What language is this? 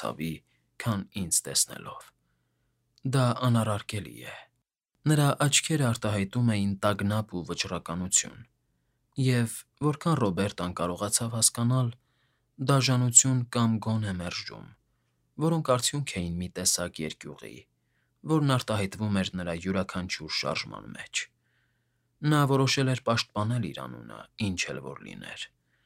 Armenian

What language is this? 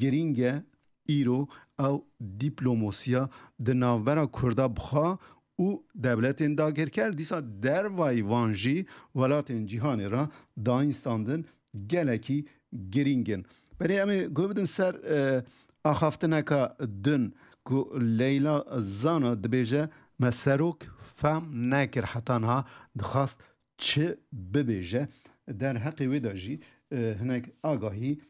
Kurdish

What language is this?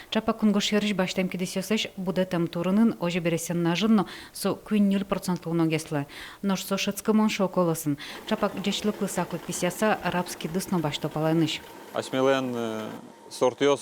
Udmurt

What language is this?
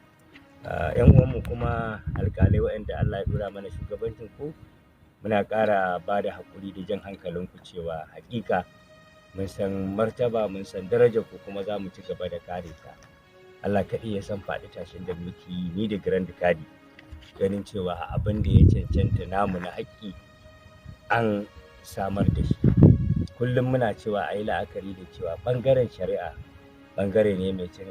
Hausa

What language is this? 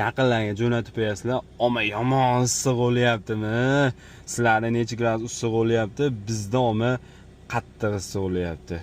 Uzbek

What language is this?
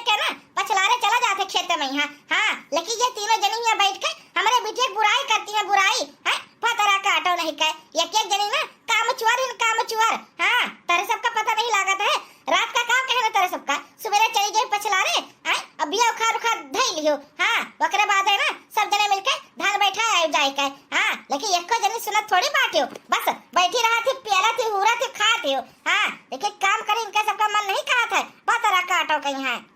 Awadhi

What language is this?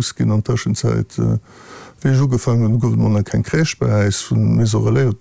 Luxembourgish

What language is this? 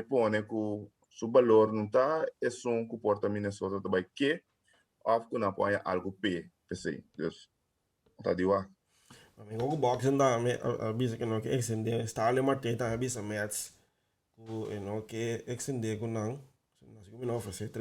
Papiamento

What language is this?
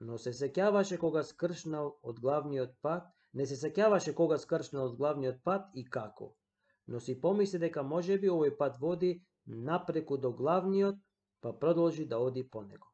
Macedonian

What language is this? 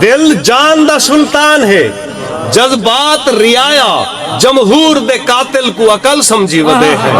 Saraiki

